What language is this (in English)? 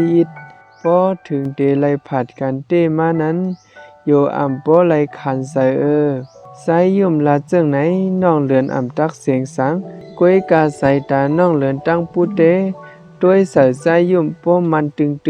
Shan